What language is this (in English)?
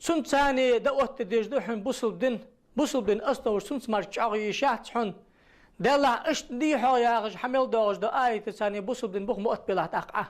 Ingush